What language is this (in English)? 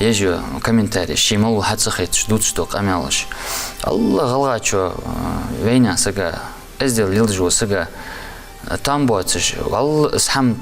Ingush